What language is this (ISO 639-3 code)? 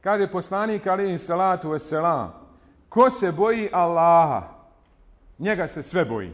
bos